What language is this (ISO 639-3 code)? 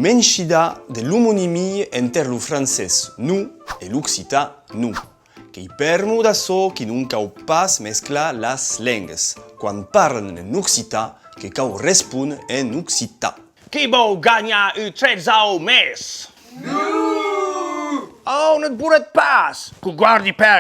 oci